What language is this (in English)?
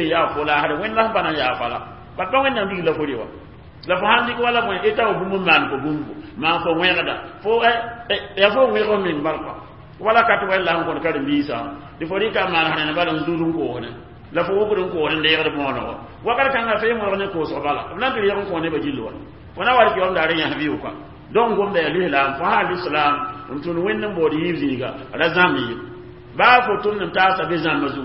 Mossi